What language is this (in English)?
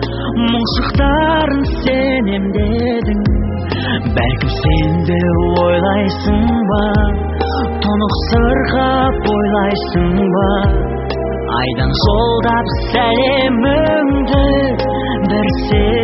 Kazakh